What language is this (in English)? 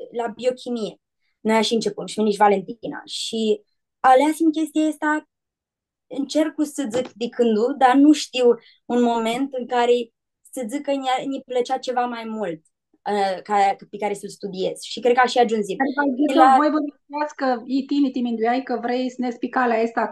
Aromanian